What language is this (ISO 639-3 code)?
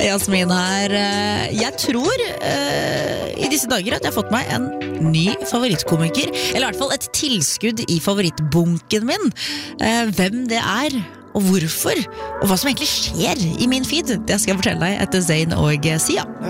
nor